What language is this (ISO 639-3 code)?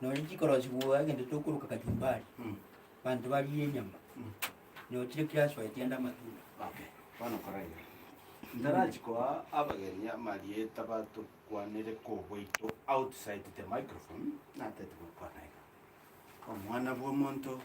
guz